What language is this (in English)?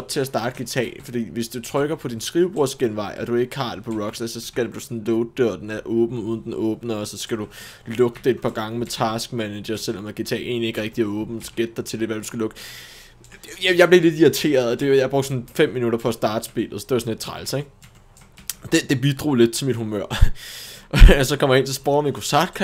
Danish